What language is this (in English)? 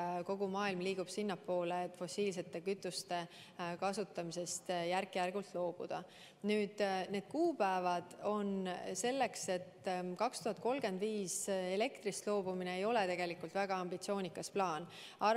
Estonian